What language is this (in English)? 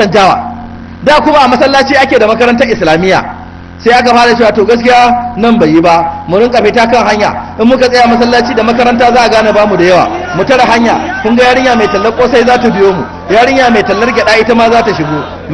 Hausa